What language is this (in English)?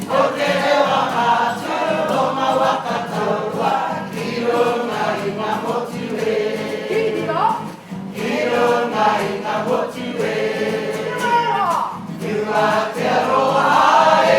Māori